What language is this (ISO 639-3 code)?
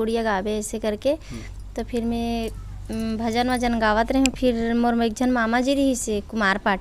hne